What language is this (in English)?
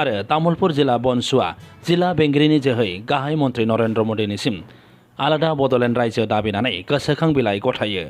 Bodo